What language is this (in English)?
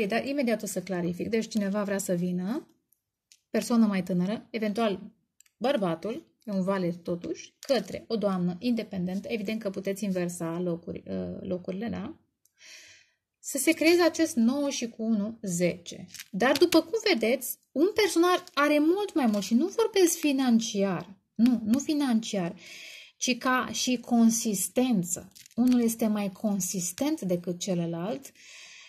Romanian